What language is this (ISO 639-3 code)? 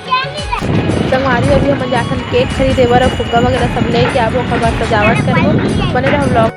hne